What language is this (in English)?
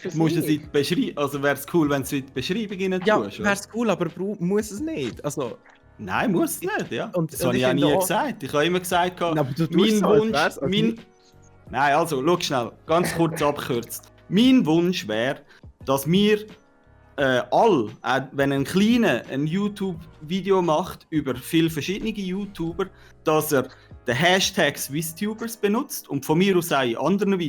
Swiss German